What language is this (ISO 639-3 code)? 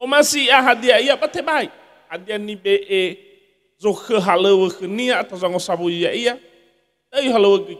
nia